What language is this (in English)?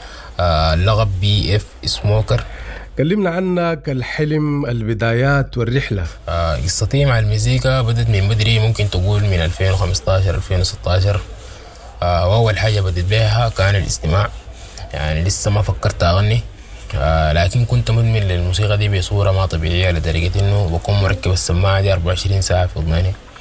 Sudanese Arabic